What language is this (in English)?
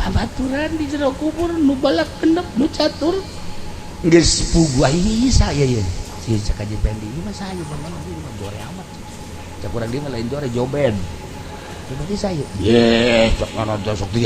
Sundanese